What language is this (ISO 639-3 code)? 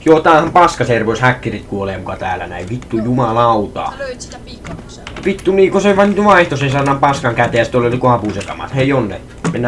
fin